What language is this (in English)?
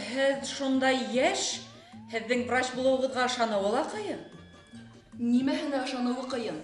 Bashkir